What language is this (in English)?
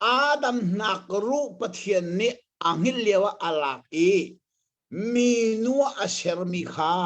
Hakha Chin